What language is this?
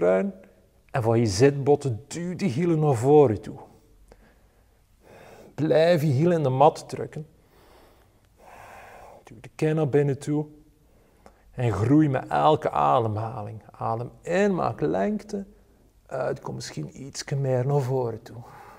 Dutch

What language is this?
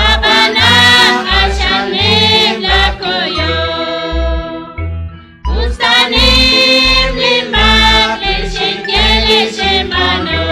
Kekchí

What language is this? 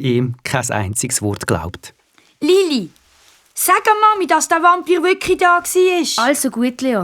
Swiss German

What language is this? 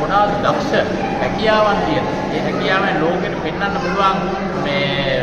Sinhala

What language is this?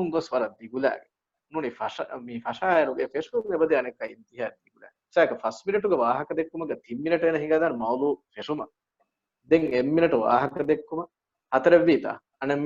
Divehi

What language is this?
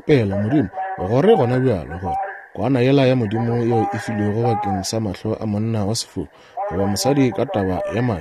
Northern Sotho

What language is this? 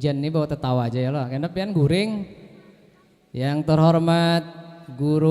Banjar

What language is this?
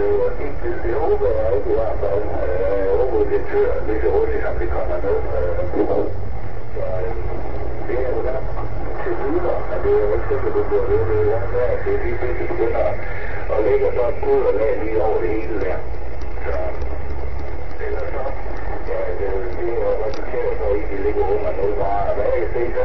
Danish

